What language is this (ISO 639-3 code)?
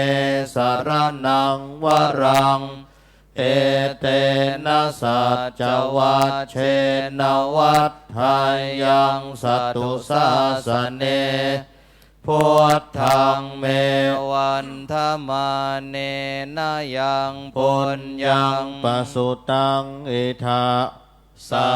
pli